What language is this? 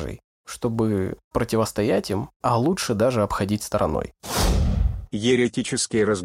Russian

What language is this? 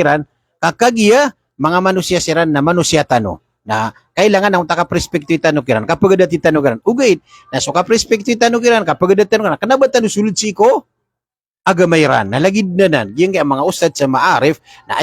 Maranao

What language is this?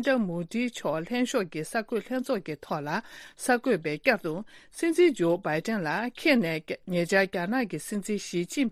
Tibetan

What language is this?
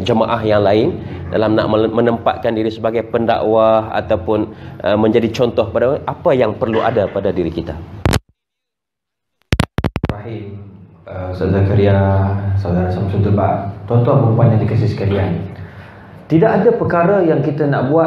Malay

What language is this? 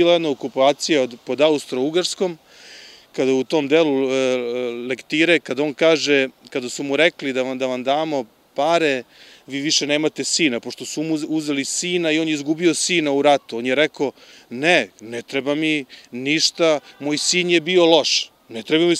Serbian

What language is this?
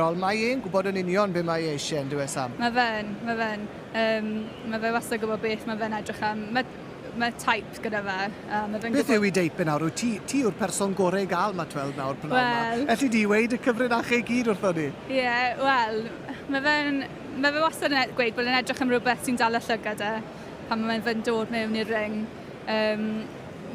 Welsh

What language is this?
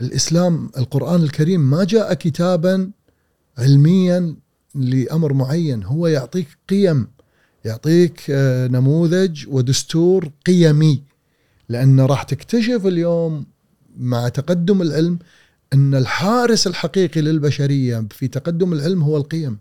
Gulf Arabic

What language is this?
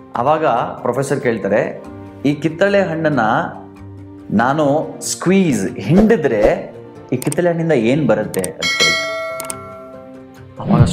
Kannada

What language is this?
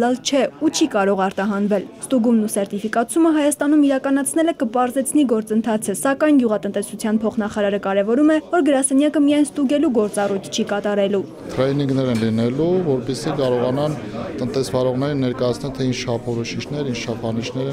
Armenian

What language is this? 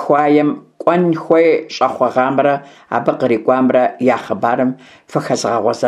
Kabardian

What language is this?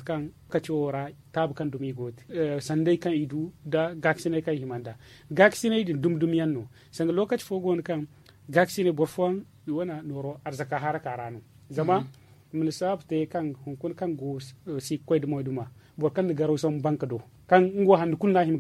Zarma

